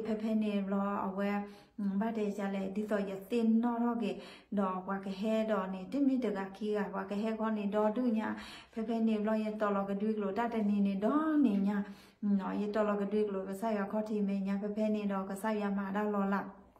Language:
S'gaw Karen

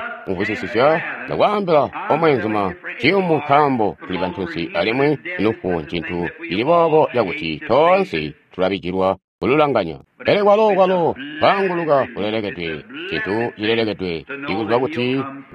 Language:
Tonga (Zambia)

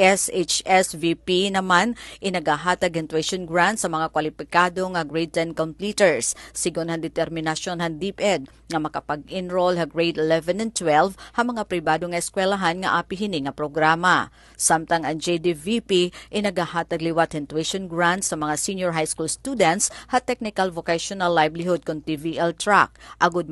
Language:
Waray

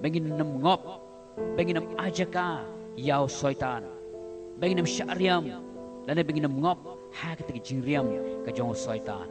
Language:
Khasi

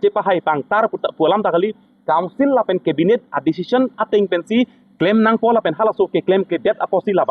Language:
Karbi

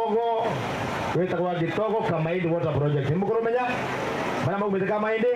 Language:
Meru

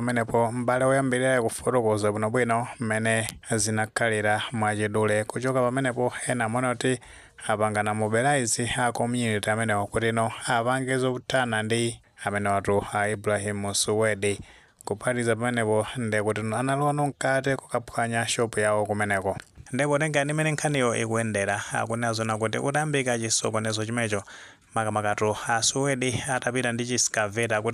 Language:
Nyanja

